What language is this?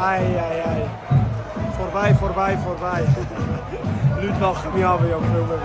Swiss German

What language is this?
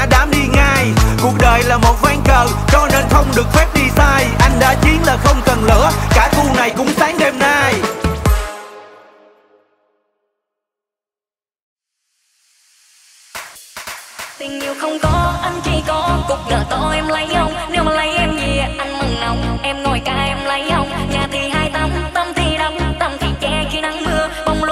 Vietnamese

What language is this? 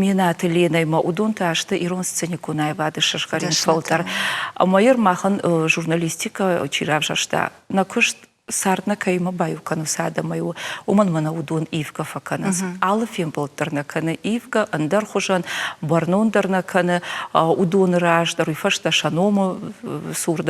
Ossetic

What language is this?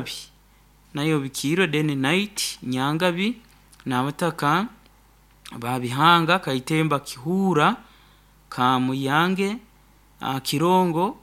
Nyoro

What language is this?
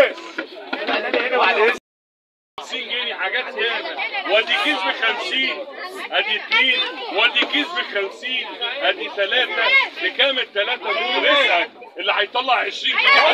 Egyptian Arabic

